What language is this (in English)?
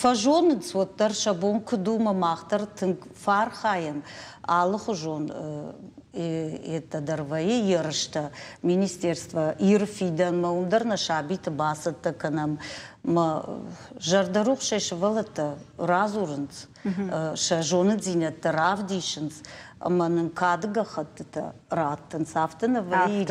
Ossetic